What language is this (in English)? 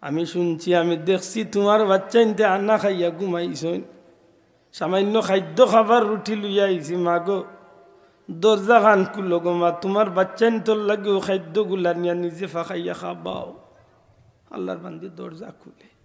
Sylheti